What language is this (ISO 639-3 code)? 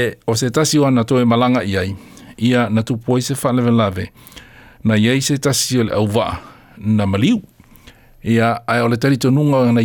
smo